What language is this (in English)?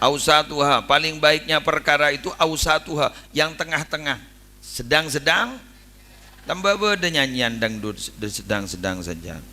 Madurese